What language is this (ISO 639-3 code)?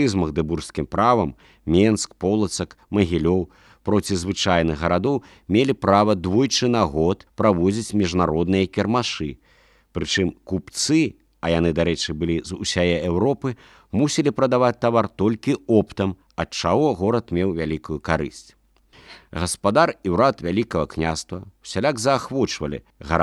bel